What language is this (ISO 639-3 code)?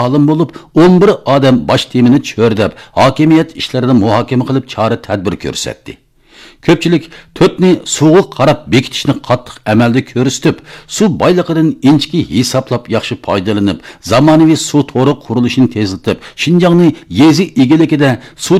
uig